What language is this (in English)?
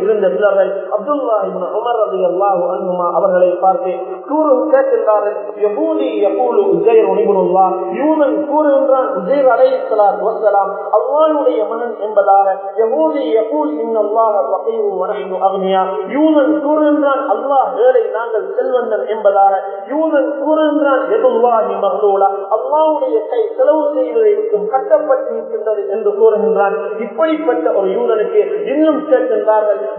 Tamil